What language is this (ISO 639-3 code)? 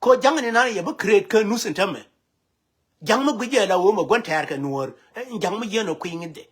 nus